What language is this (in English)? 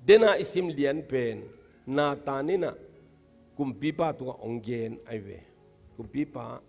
Tedim Chin